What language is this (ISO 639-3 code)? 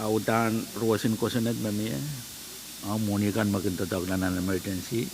pon